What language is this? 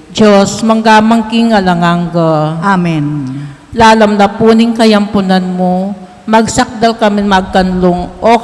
Pampanga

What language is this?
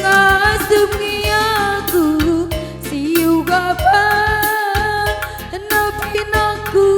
Batak Karo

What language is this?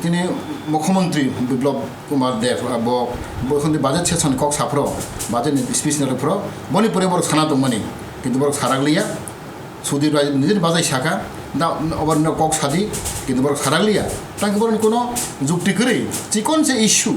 Kok Borok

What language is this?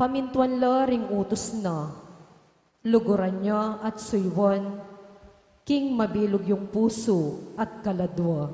Pampanga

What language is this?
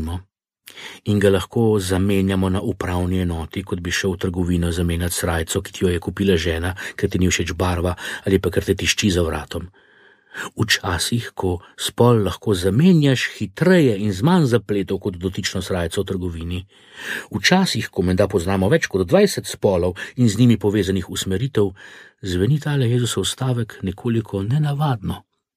Slovenian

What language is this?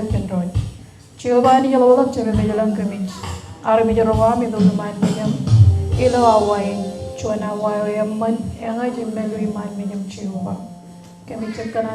Marshallese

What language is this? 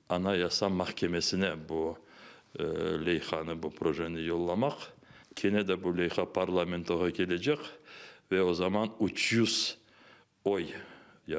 Crimean Tatar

